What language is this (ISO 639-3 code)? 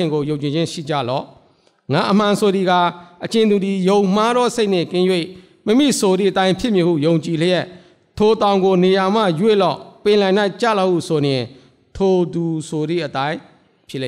mya